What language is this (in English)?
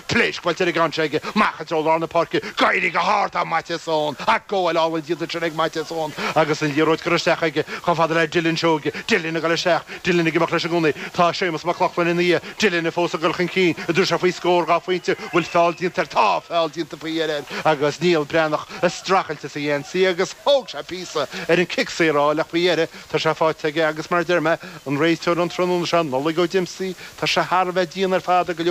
Irish